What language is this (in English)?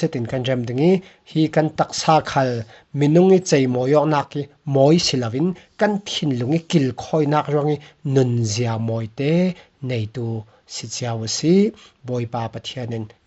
Falam Chin